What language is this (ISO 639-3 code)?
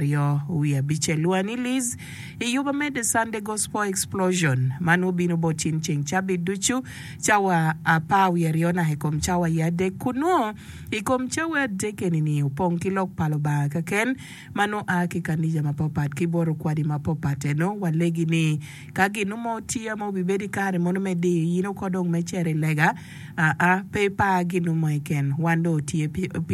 ach